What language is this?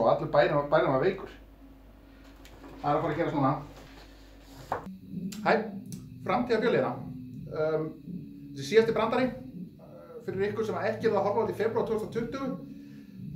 Icelandic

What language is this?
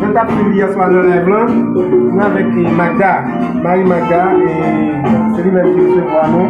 Haitian Creole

